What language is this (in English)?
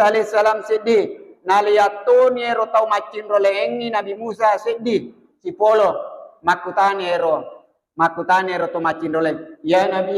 Buginese